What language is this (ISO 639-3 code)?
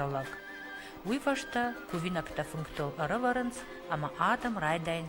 oss